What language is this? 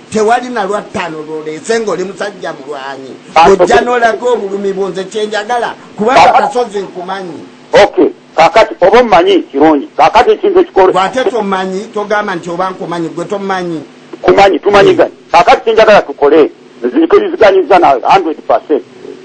Ganda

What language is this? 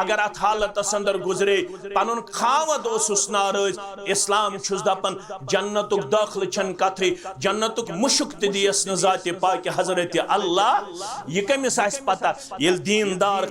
Kashmiri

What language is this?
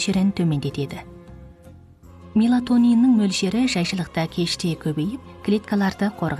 Kazakh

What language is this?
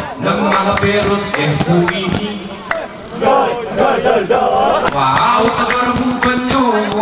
Gayo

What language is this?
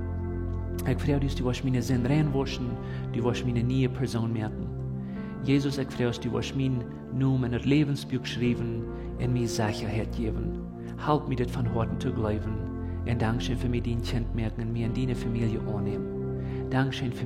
Plautdietsch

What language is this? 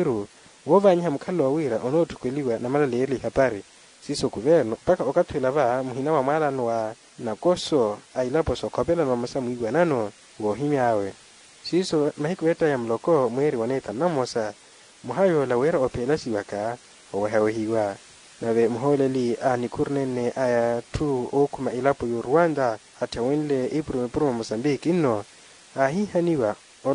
Makhuwa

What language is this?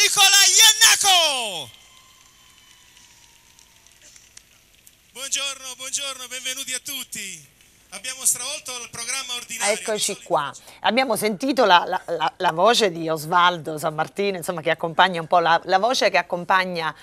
Italian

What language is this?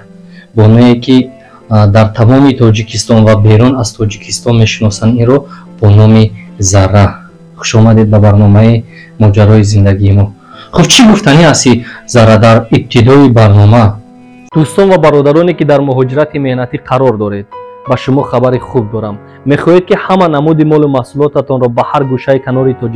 Tajik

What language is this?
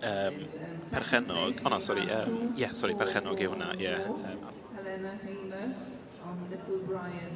Welsh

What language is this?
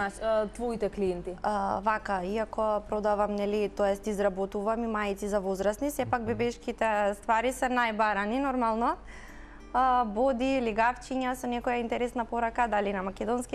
Macedonian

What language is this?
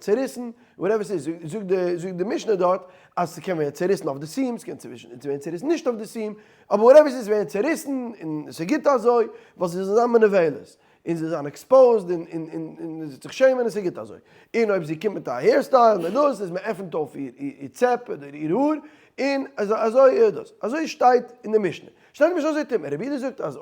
Yiddish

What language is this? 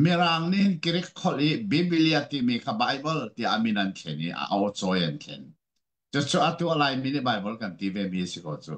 Hakha Chin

